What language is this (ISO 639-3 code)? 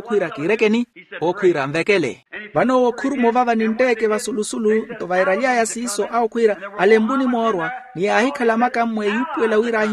vmw